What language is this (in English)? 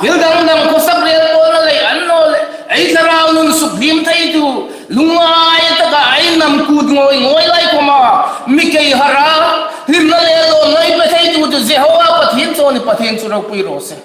Hmar